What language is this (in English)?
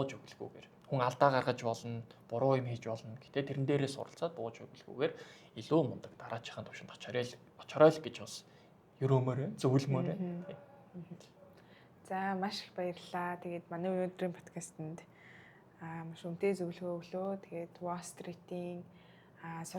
Mongolian